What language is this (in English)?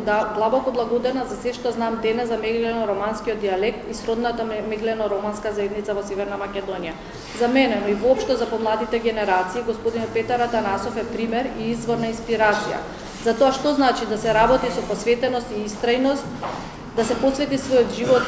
Macedonian